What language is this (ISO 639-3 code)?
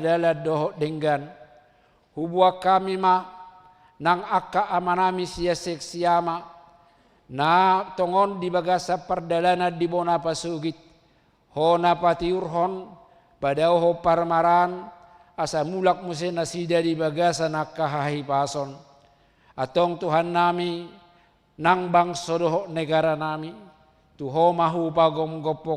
bbc